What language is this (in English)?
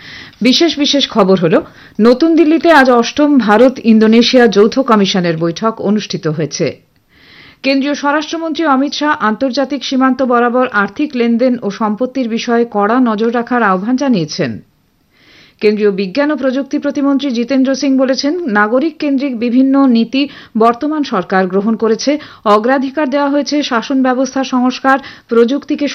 Bangla